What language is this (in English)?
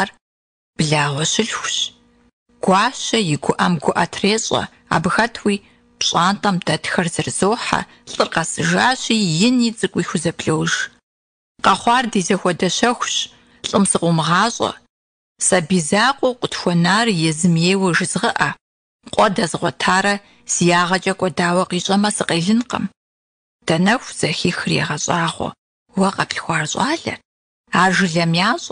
Kabardian